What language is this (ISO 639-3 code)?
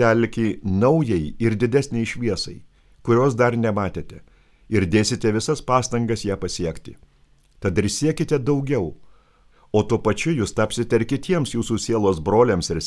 lit